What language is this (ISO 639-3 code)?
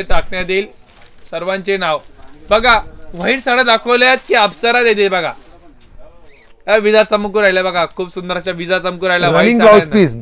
mar